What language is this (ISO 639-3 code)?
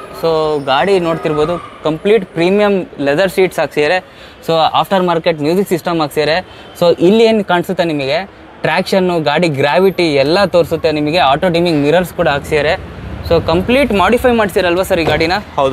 kan